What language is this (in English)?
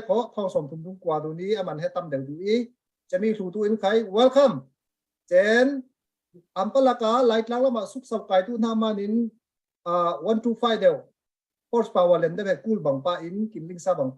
Falam Chin